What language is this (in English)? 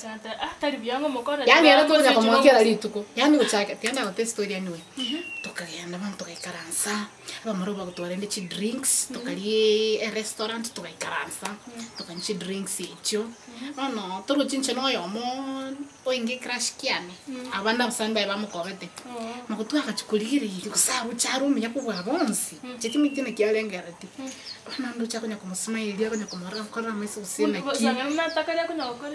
Gusii